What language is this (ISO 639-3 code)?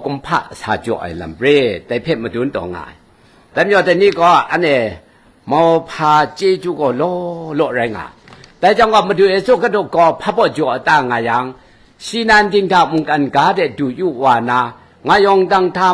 kac